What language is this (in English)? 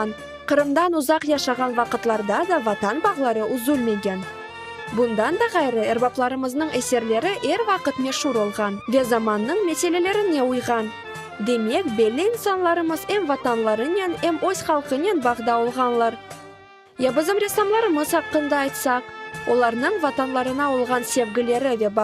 Crimean Tatar